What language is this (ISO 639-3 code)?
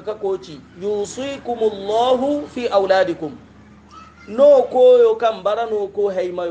hau